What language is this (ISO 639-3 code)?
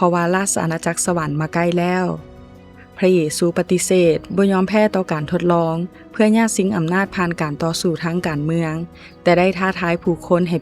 lao